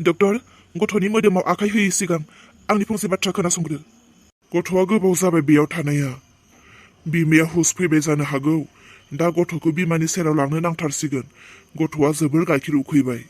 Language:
Bodo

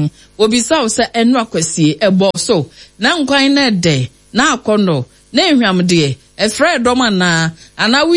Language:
Akan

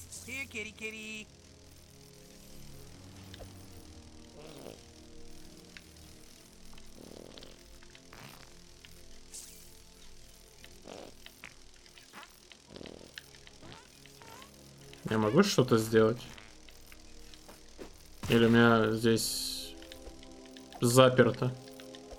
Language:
Russian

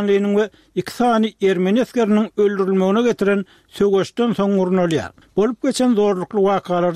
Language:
Turkmen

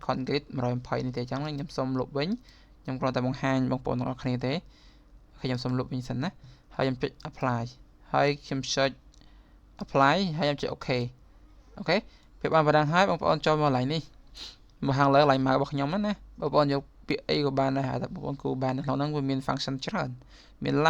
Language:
Khmer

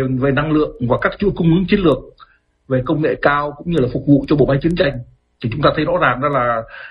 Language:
Vietnamese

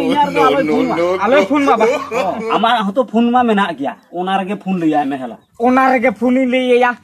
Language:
Santali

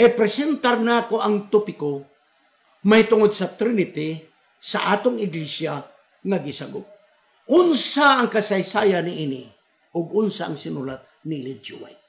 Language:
Cebuano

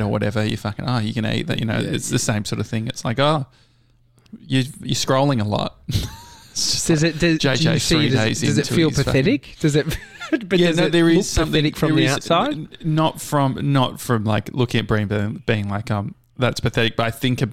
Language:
English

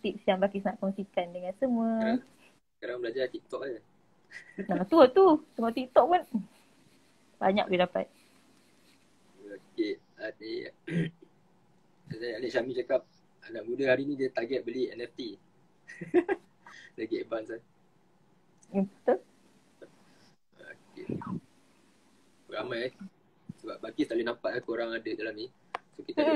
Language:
Malay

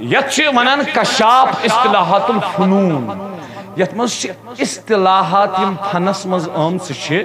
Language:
Kashmiri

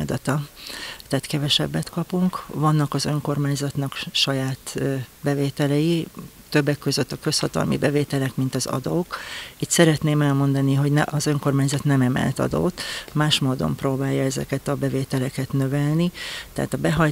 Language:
Hungarian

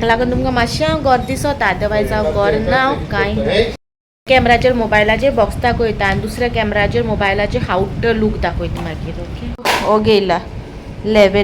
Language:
Konkani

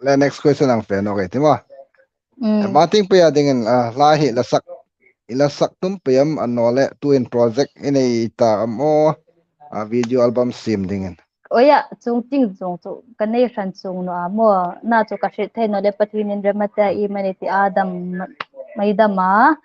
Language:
Hmar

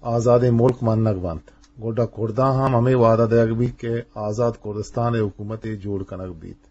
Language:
Eastern Balochi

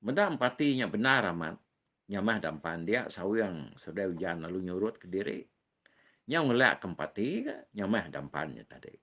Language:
Iban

